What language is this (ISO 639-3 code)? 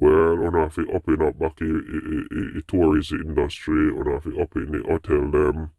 jam